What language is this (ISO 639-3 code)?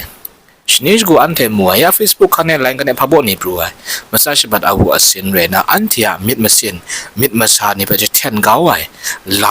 kac